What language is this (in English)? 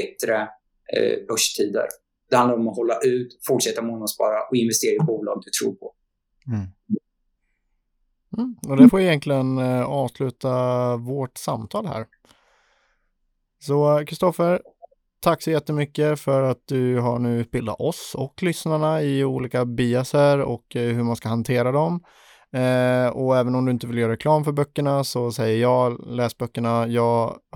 Swedish